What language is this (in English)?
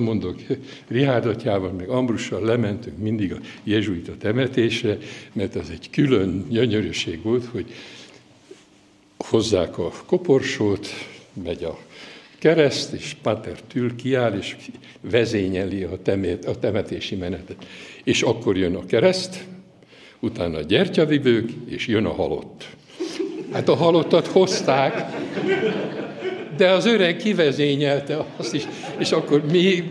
Hungarian